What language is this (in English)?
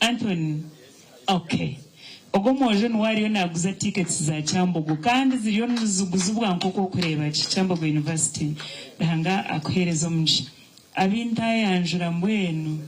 Nyankole